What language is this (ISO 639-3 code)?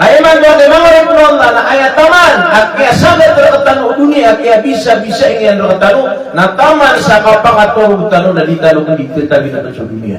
mrw